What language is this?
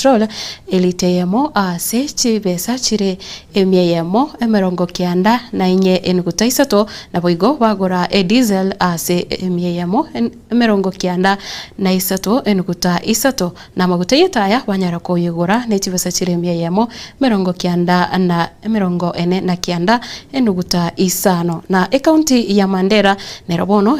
Gusii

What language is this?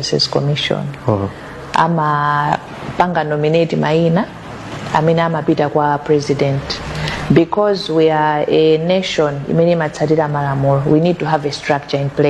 Nyanja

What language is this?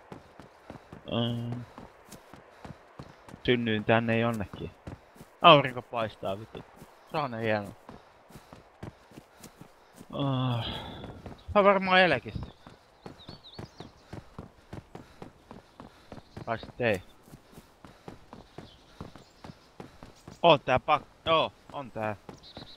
Finnish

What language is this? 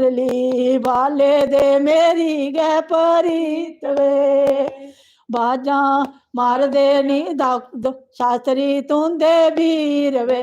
Dogri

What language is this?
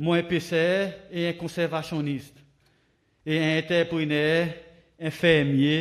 Seselwa Creole French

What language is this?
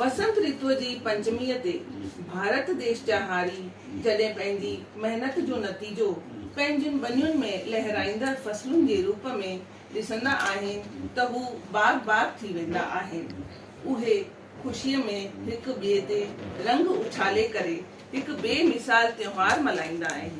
Sindhi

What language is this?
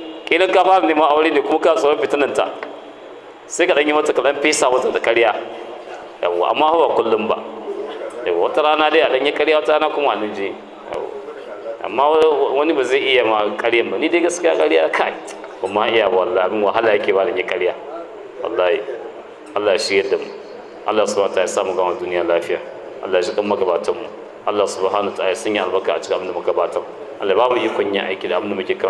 Hausa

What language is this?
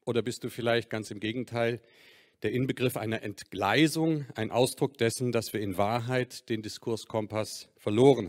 German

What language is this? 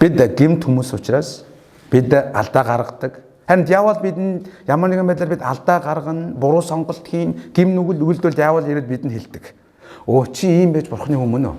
Mongolian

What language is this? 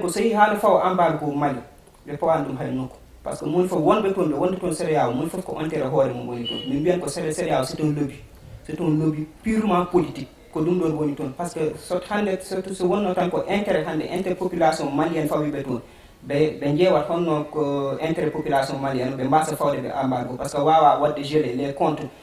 Fula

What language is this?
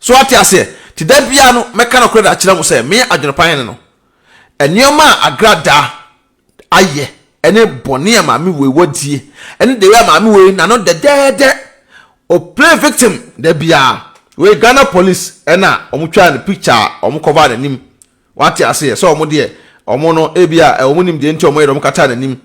Akan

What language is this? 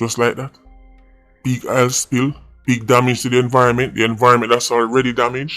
Jamaican Creole English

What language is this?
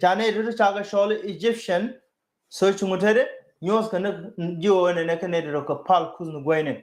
Nuer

